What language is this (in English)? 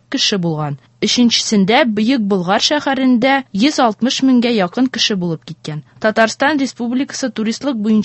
Tatar